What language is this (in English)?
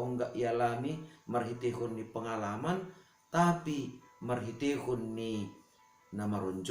Batak Simalungun